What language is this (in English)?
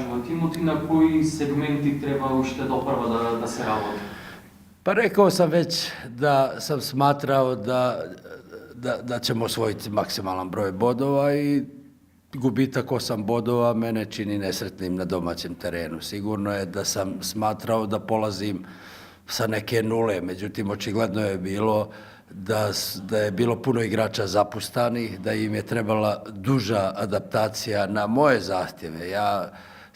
Bosnian